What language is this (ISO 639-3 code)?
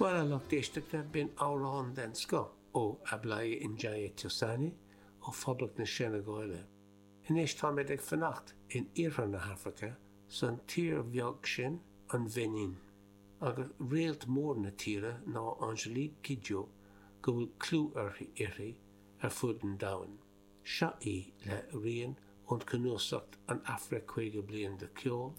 gle